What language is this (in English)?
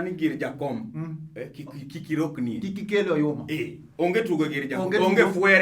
Luo (Kenya and Tanzania)